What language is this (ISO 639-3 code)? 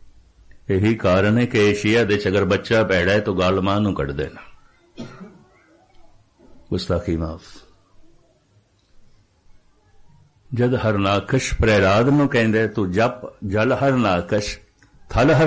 pan